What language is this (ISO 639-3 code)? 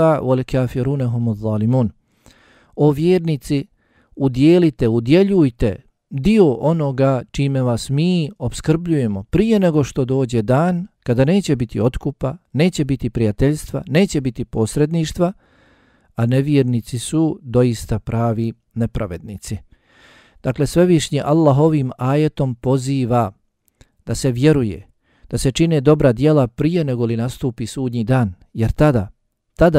bos